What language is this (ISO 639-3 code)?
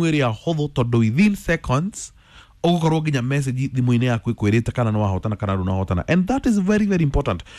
kik